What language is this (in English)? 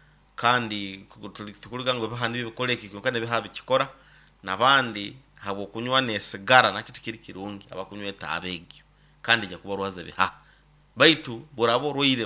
Nyoro